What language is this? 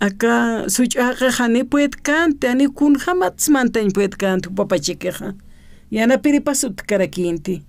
Aymara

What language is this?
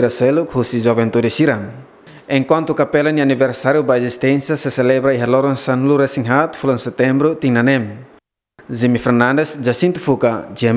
Tetum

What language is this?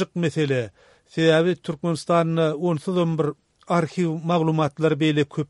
Turkmen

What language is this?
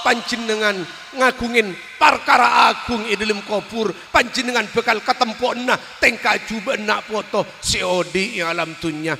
Madurese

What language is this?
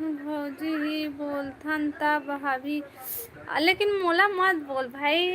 Chhattisgarhi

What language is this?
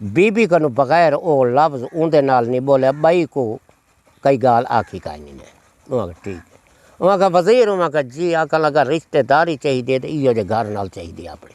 Saraiki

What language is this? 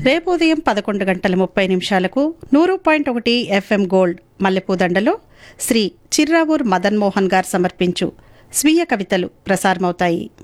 Telugu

